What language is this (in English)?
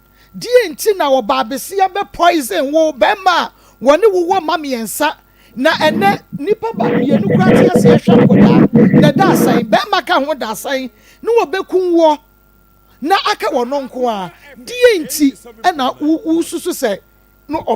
Akan